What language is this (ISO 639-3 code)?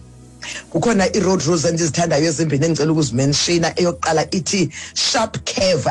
xho